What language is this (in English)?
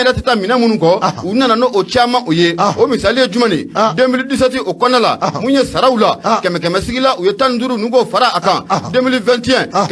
Bambara